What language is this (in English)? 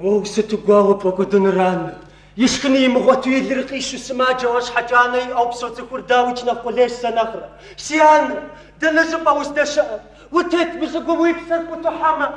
Kabardian